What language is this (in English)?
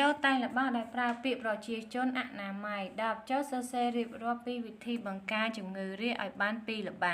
Khmer